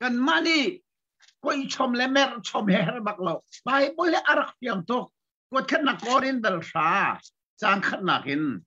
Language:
Hakha Chin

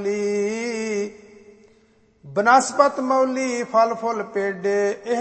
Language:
Punjabi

